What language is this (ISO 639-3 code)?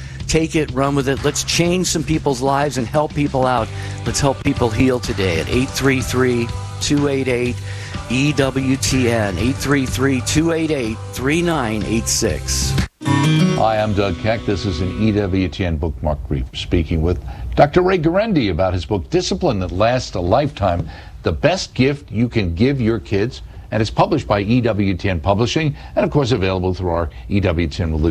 eng